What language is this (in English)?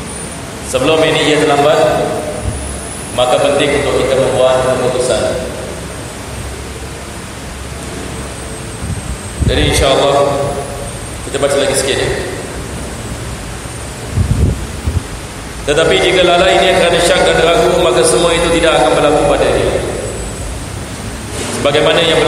Malay